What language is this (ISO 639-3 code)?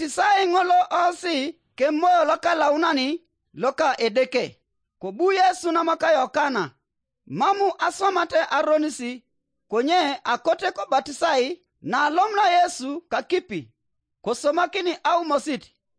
teo